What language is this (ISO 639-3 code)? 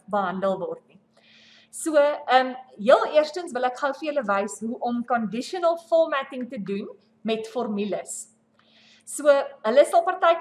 afr